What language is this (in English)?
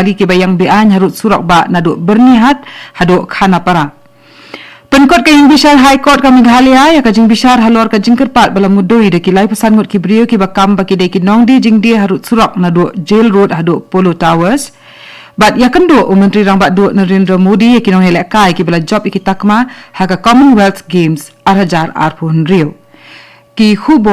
Khasi